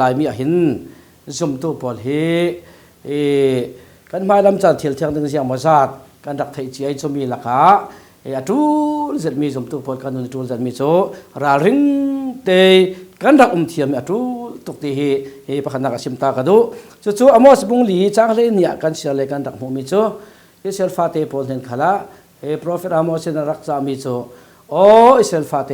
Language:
Falam Chin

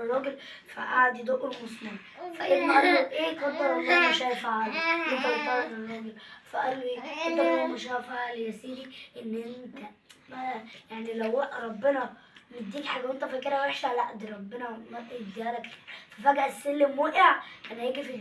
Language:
Egyptian Arabic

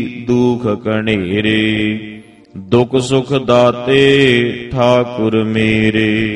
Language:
Punjabi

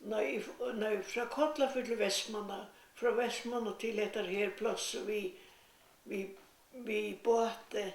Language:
Faroese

